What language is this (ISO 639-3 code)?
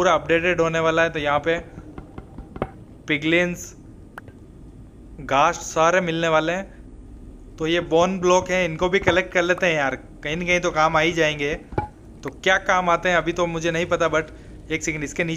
hin